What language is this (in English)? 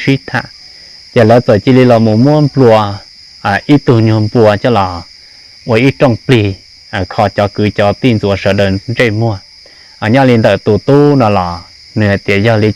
Hmong